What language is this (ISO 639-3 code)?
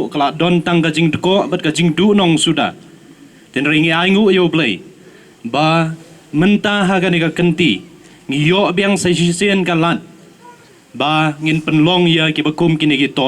kha